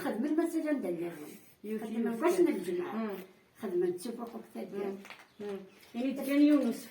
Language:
Kabyle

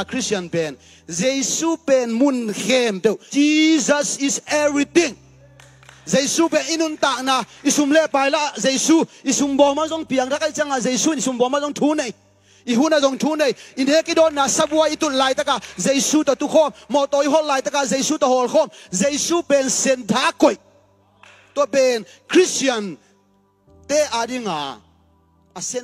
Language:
Tedim Chin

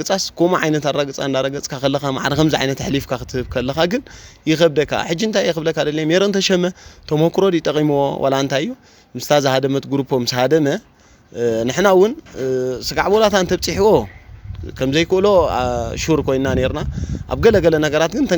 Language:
Tigrinya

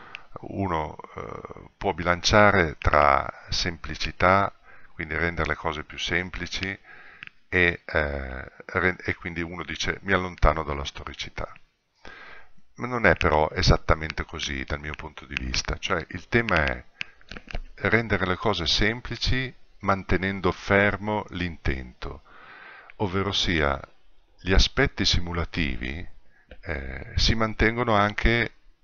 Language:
Italian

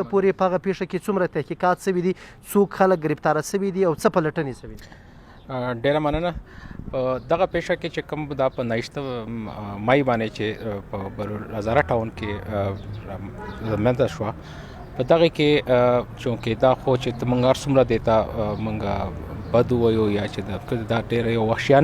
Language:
Pashto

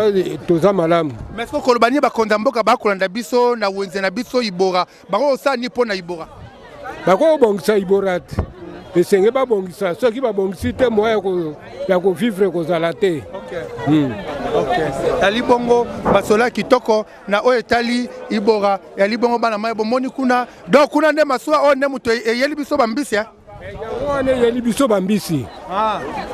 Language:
Lingala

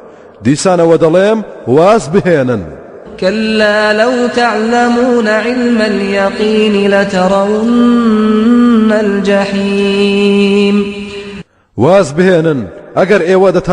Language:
Central Kurdish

